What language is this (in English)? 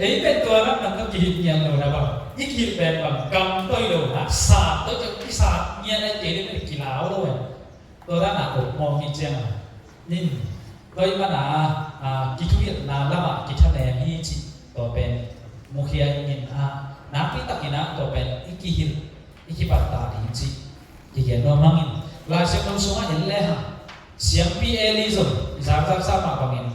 Tedim Chin